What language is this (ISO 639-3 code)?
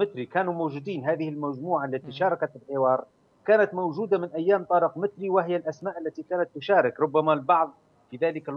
ara